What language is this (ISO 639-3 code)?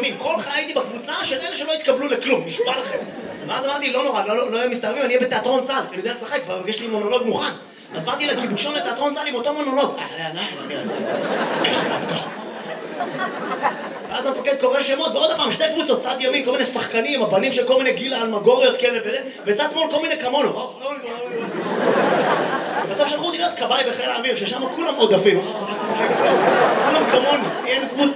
heb